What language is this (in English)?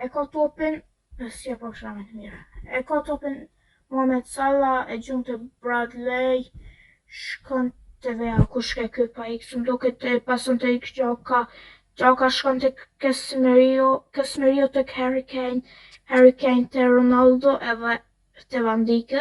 Albanian